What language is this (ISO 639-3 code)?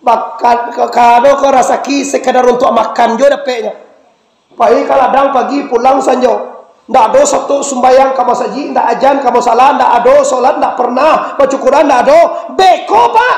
min